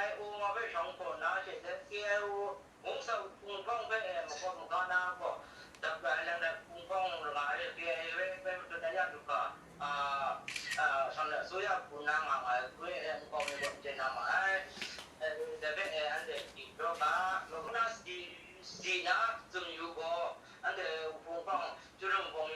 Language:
Kachin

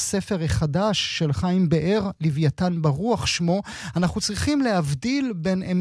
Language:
Hebrew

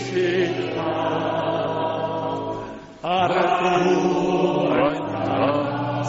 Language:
Basque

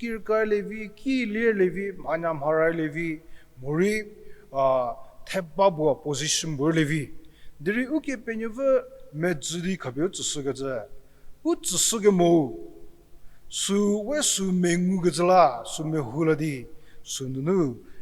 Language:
Angami Naga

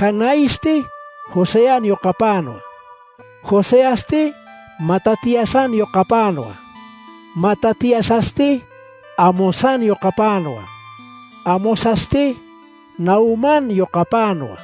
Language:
Aymara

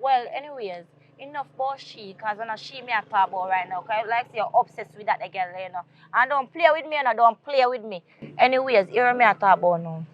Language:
Jamaican Creole English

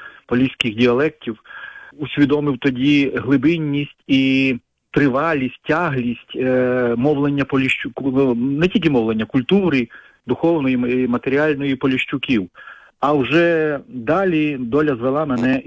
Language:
Ukrainian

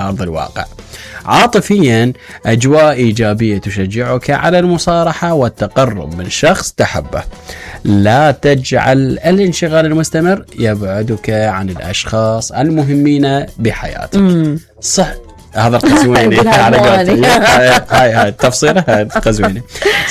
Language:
Mesopotamian Arabic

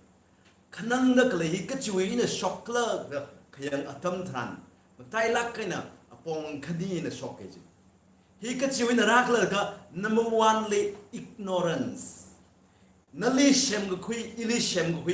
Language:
Tangkhul Naga (India)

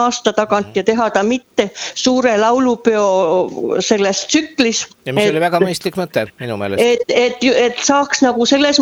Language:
Estonian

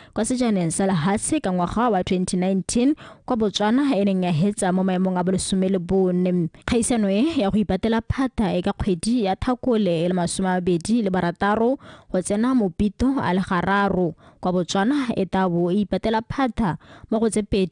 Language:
Tswana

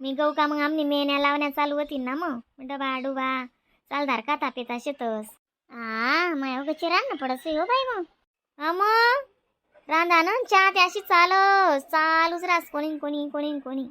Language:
Khandesi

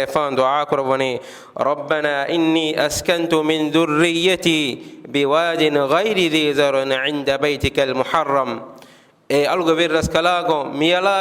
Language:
Divehi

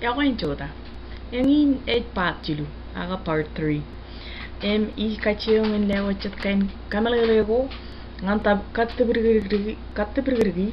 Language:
Marshallese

